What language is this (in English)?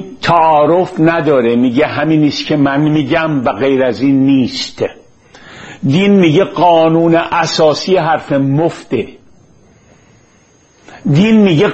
Persian